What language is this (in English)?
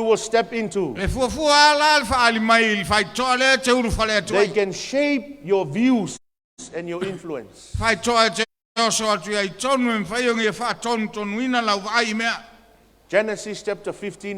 Samoan